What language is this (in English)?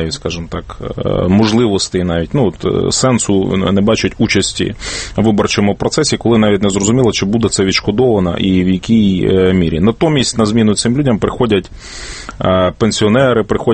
Ukrainian